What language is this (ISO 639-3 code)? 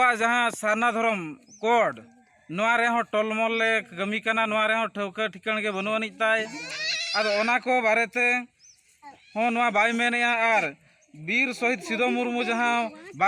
sat